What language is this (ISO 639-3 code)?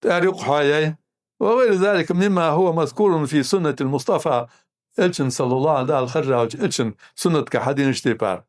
inh